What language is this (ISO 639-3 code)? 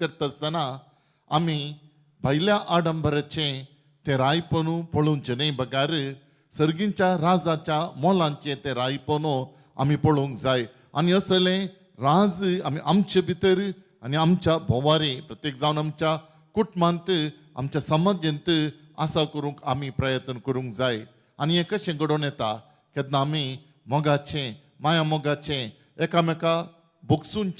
kok